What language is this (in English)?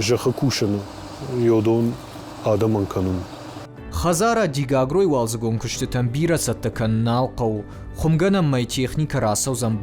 Ossetic